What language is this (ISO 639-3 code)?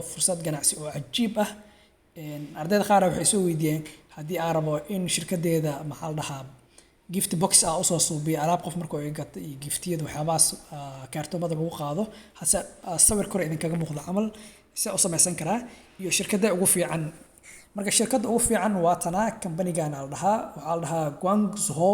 som